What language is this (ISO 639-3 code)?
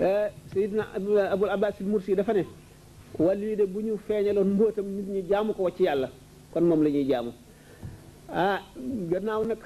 wol